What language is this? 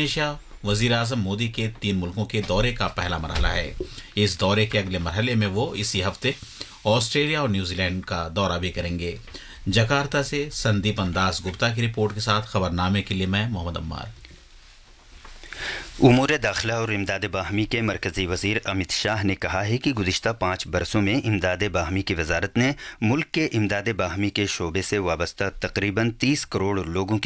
Urdu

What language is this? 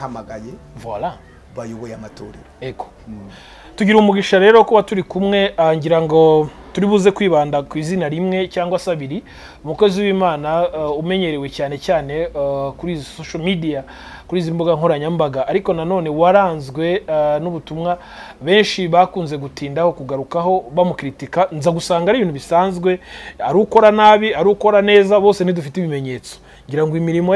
Kinyarwanda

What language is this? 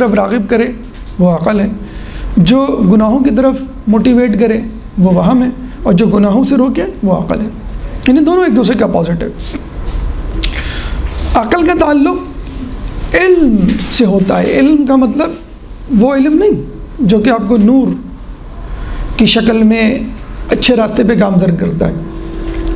Urdu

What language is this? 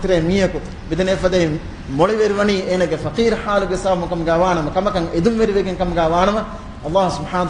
Divehi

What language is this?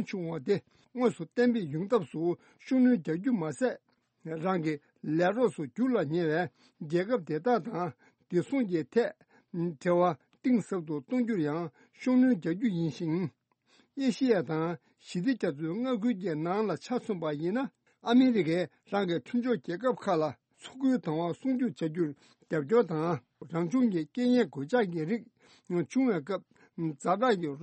Tibetan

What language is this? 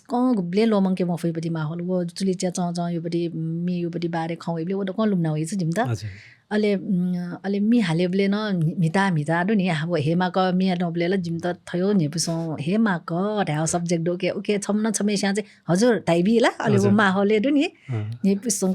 Newari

